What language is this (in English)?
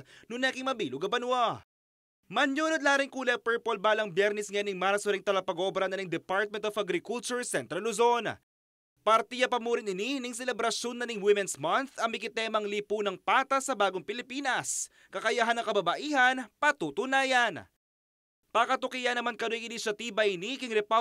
Pampanga